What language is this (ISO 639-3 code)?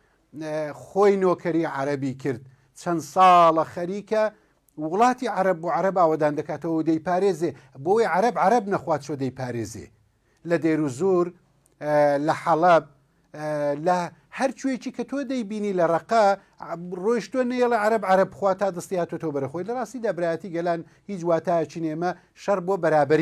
ckb